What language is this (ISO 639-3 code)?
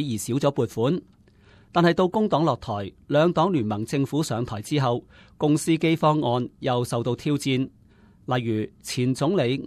yue